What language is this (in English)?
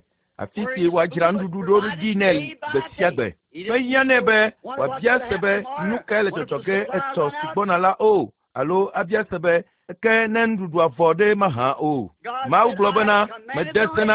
Ewe